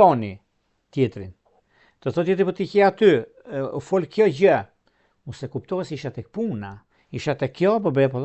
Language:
Albanian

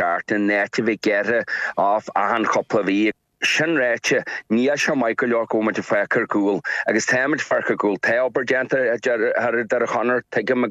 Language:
Irish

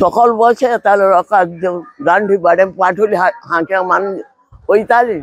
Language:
Konkani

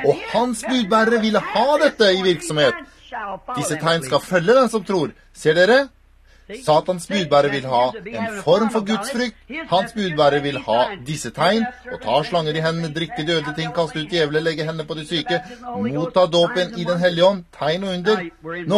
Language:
Norwegian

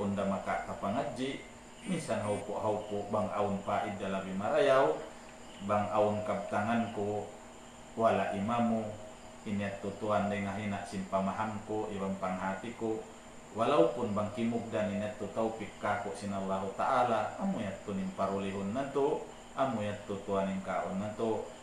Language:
Tausug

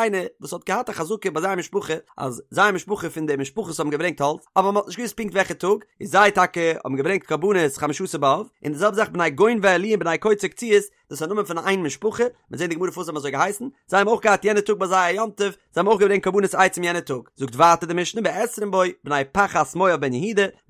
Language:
Yiddish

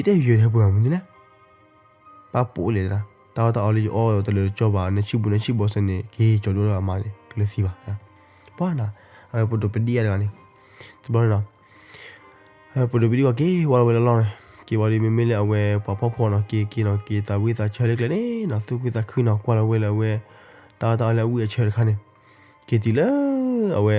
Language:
S'gaw Karen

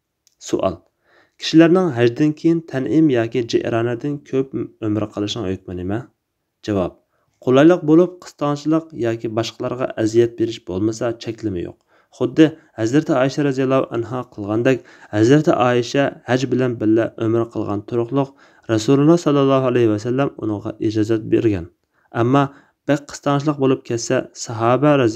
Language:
Uyghur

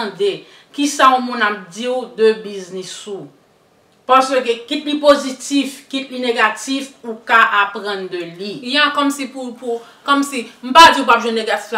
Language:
Haitian Creole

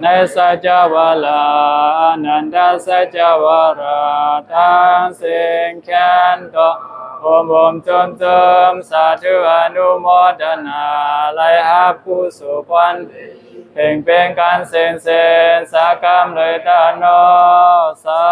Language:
Shan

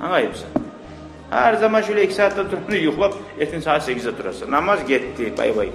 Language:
Kumyk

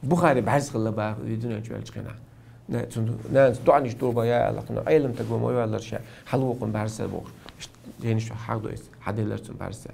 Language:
Chechen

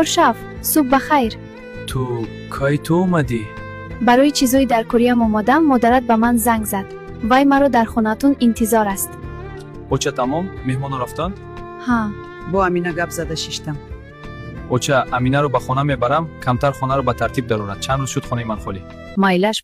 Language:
Tajik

